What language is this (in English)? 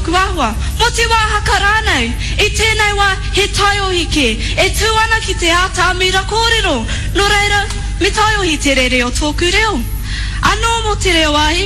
Māori